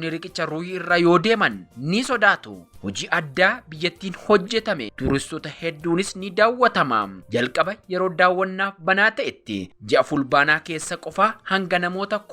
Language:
Oromo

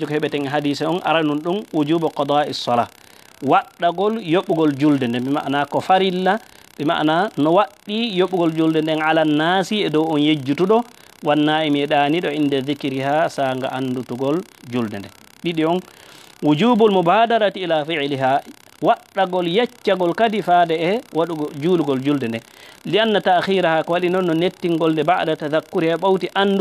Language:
Fula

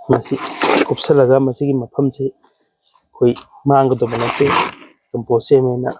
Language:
Manipuri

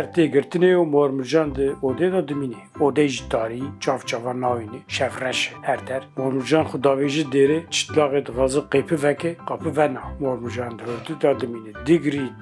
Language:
Kurdish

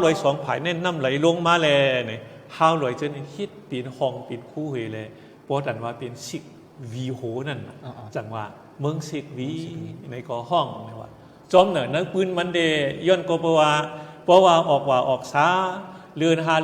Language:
Shan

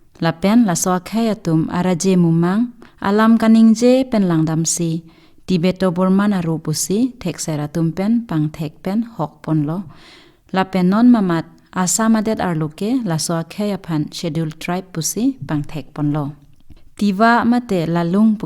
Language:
Karbi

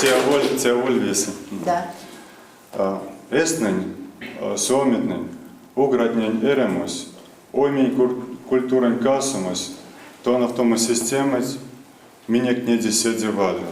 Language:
Erzya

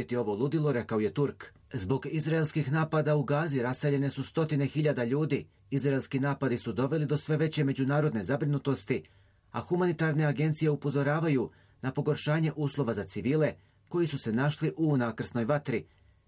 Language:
Bosnian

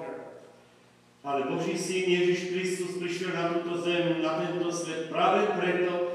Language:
Slovak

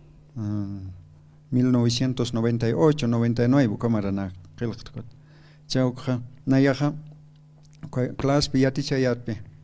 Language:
Aymara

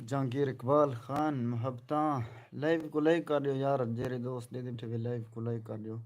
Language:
Saraiki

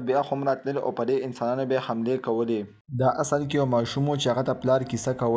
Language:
Pashto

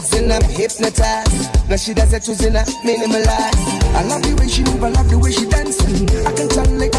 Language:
Swahili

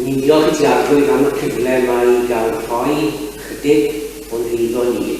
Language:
Welsh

